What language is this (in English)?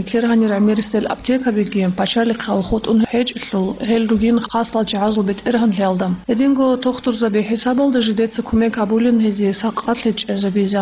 Avaric